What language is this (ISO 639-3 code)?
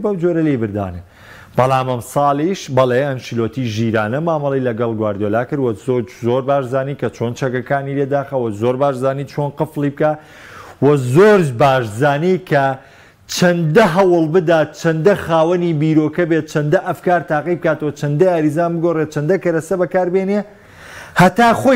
ckb